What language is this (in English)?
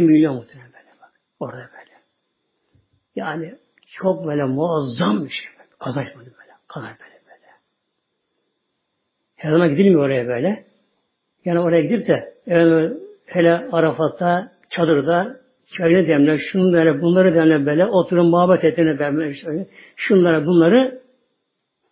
Turkish